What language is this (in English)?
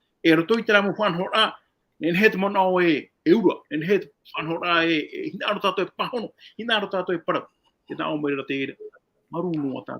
Tahitian